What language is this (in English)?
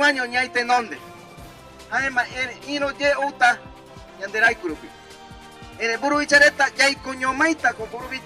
Guarani